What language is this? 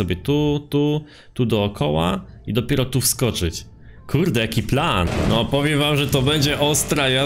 Polish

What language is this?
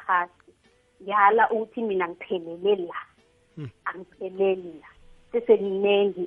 South Ndebele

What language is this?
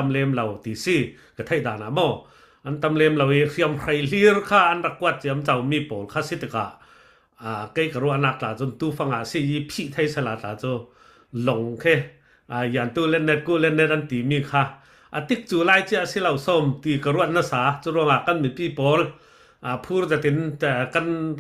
Falam Chin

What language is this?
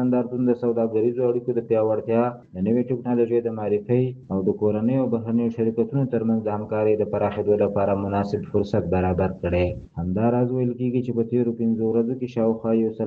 Pashto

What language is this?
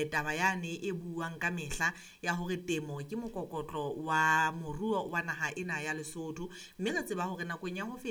Southern Sotho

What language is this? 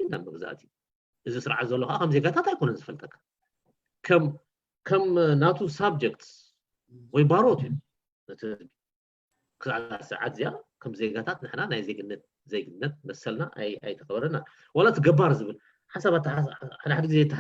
Tigrinya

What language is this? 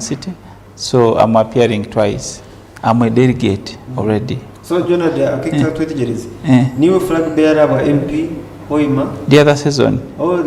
Nyankole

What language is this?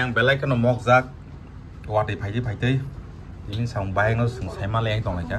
Kok Borok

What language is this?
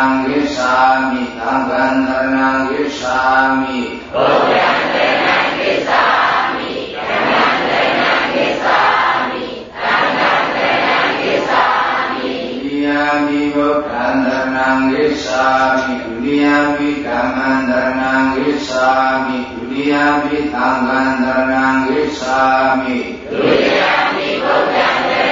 Burmese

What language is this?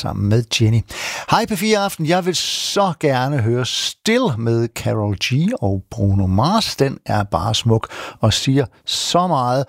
Danish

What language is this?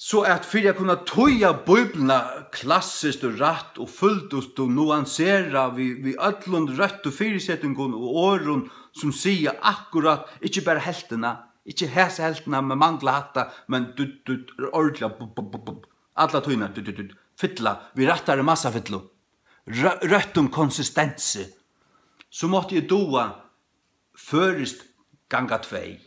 Faroese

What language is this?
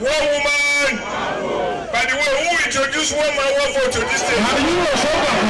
Nigerian Pidgin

